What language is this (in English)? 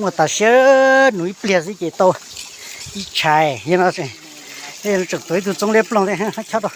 Hmong